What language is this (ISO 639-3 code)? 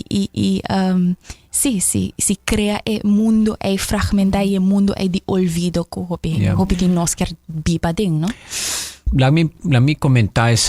pap